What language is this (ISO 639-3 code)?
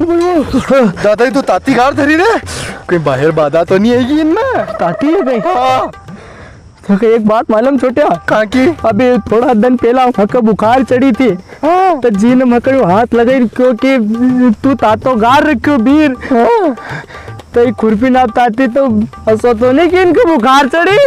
raj